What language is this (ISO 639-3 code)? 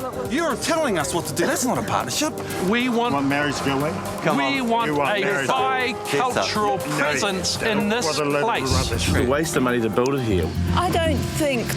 mri